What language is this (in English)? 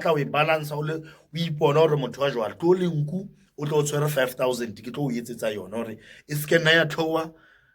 Southern Sotho